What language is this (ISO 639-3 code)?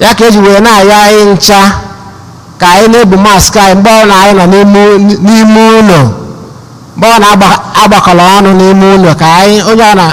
ibo